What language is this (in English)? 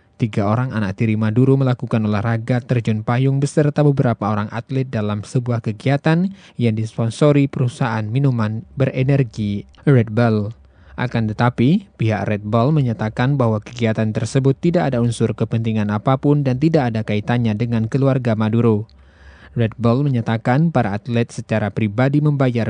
Indonesian